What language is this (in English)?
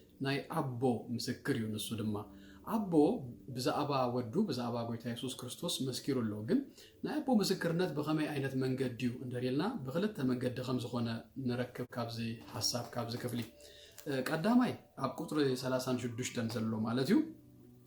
Tigrinya